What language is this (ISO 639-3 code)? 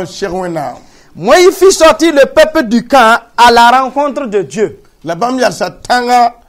mos